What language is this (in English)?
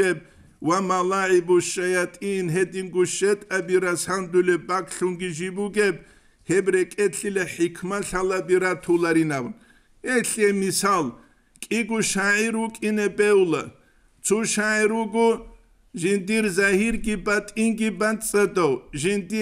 Avaric